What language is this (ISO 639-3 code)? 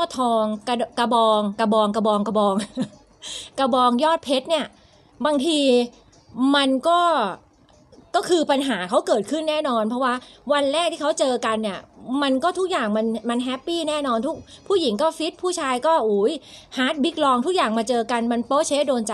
tha